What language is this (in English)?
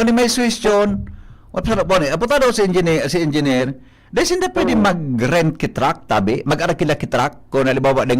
Bikol